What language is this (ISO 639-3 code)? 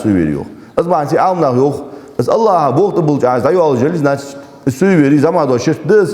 inh